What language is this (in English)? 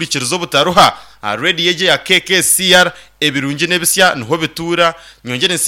Nyankole